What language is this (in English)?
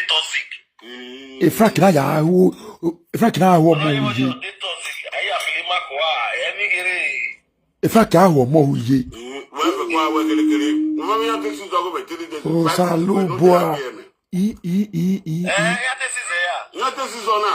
Nigerian Pidgin